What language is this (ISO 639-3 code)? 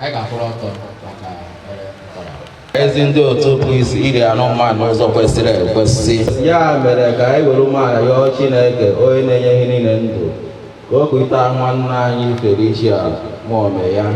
ibo